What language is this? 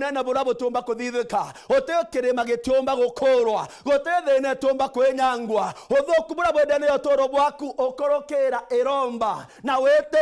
Meru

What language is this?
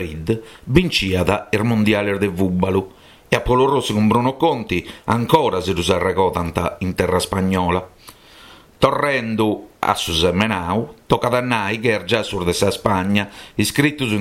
Sardinian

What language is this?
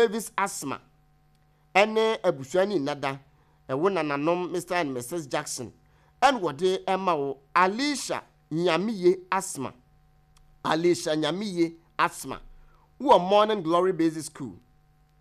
Akan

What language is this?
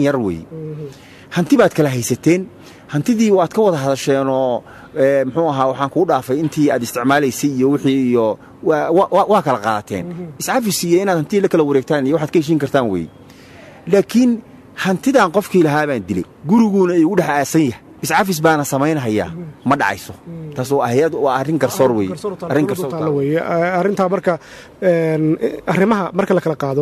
Somali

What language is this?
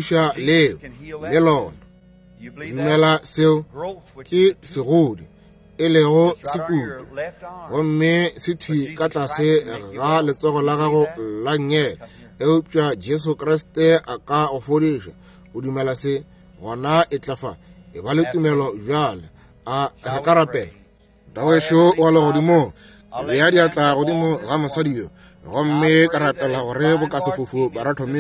Northern Sotho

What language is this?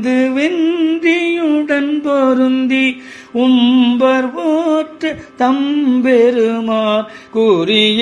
Tamil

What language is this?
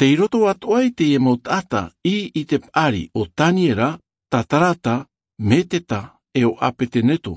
Tahitian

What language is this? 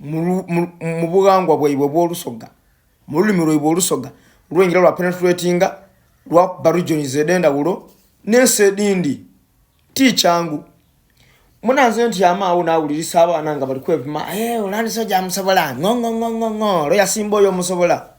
Ganda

